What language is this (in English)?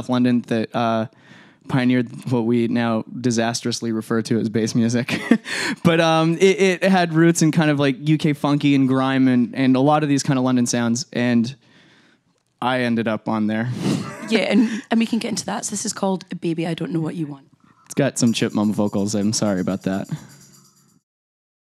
English